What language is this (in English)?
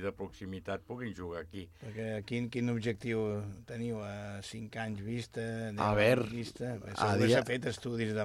Catalan